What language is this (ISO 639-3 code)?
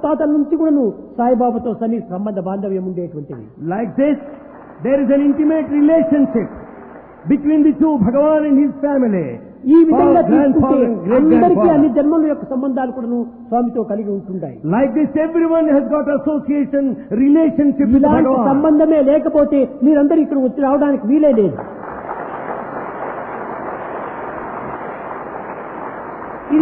tel